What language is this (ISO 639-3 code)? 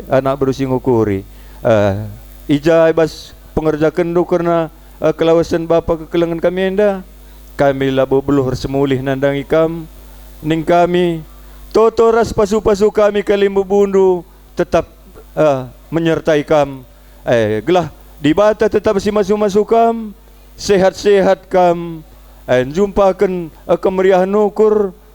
btx